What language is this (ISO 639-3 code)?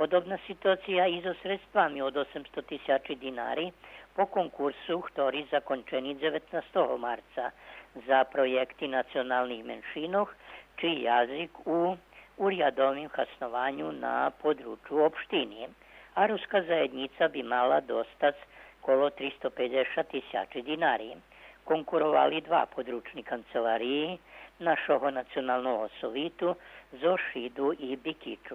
rue